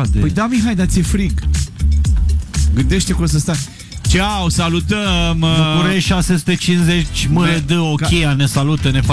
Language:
Romanian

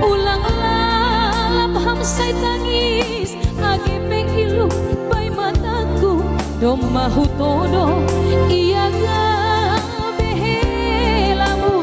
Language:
Batak Simalungun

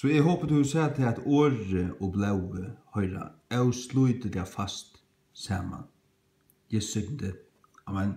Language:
Faroese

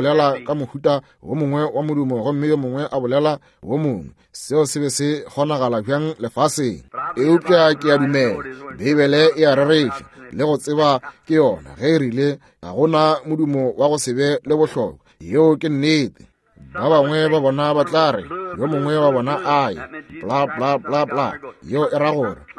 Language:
Northern Sotho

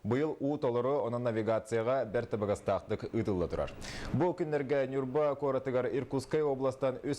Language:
Yakut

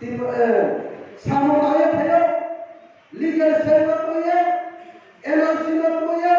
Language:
Riang (India)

